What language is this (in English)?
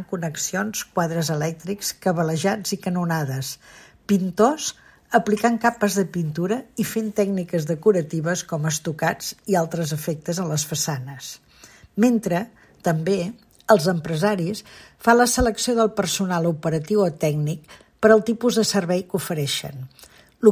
Catalan